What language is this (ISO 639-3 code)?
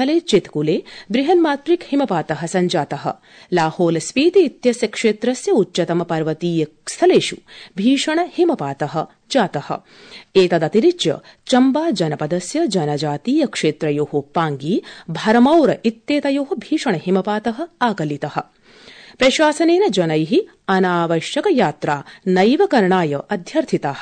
san